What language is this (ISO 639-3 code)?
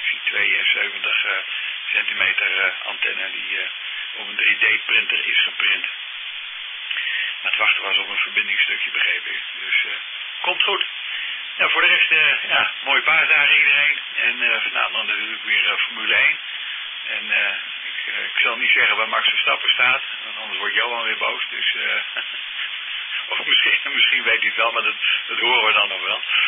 nld